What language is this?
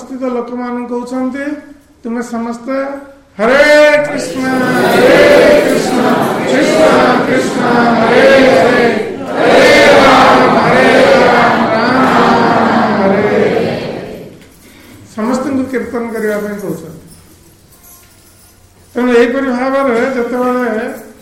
Odia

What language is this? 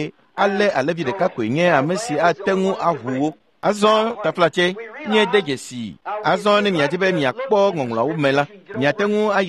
Ewe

